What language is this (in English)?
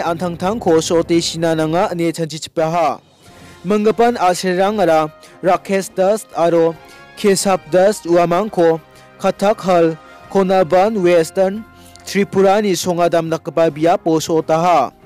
Garo